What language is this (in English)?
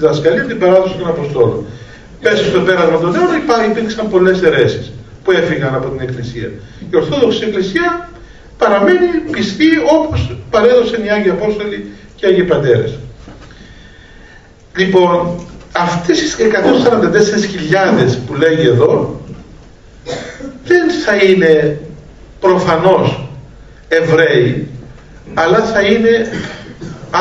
Greek